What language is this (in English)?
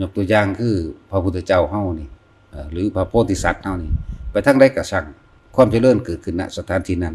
Northeastern Thai